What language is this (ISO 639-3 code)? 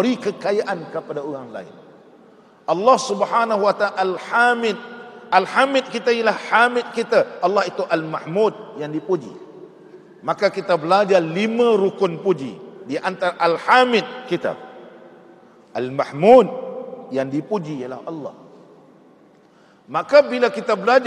msa